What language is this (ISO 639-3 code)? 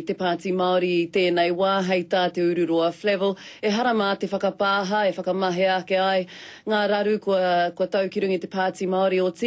mri